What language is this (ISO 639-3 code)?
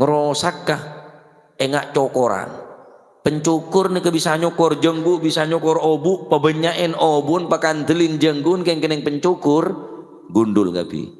mad